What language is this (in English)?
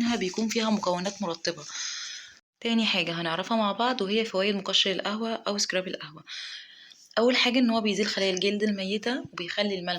Egyptian Arabic